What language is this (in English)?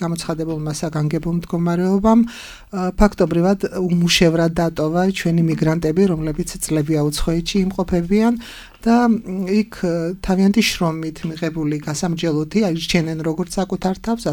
Georgian